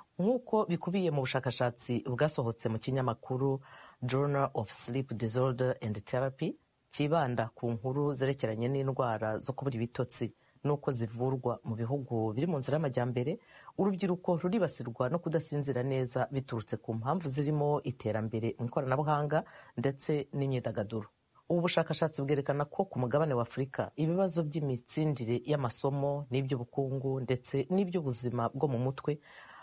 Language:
Kinyarwanda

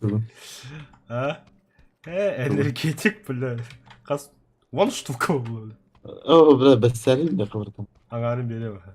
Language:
Yakut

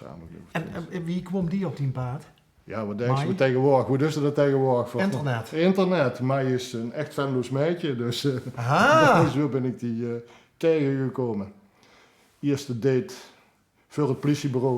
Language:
Limburgish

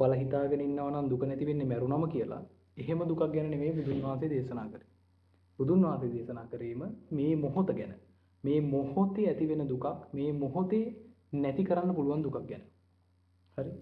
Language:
Sinhala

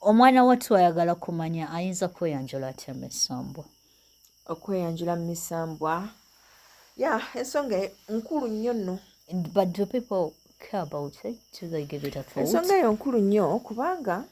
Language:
Ganda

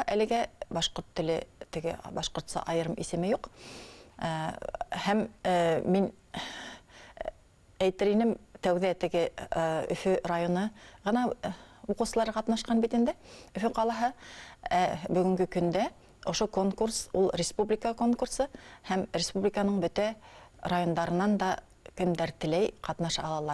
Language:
Bashkir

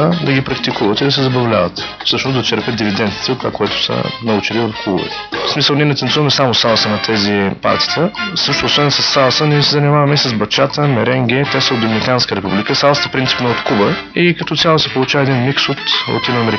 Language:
Bulgarian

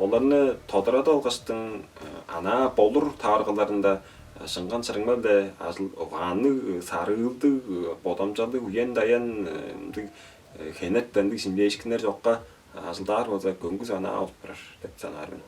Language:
Tuvinian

